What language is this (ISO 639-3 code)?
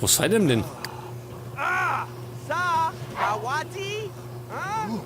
bar